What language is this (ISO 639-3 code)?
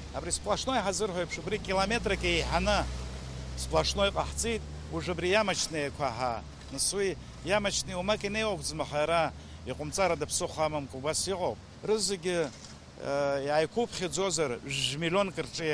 abk